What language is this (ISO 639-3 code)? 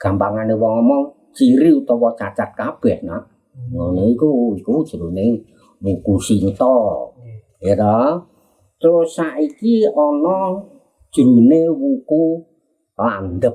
jav